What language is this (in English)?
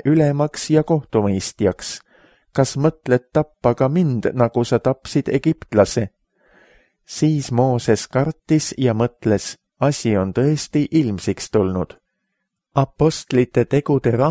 Estonian